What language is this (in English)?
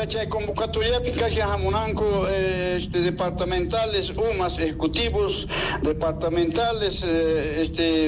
Quechua